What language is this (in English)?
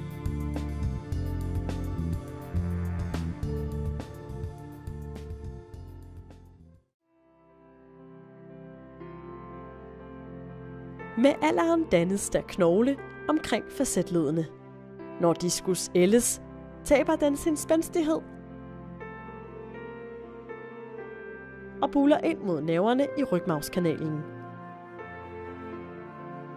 Danish